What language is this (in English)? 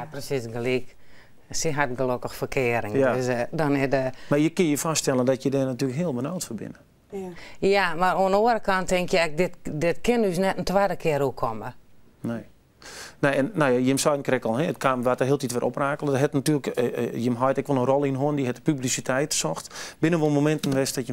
Western Frisian